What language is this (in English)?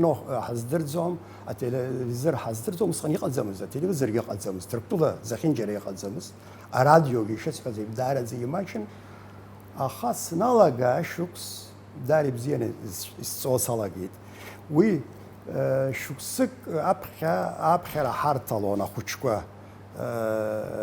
Abkhazian